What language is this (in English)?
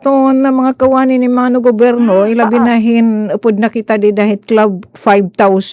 Waray